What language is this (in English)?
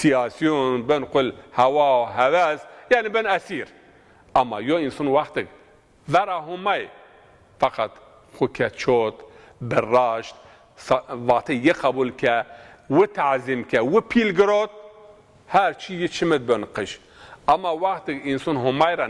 Zaza